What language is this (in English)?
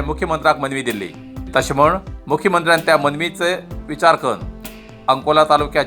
Konkani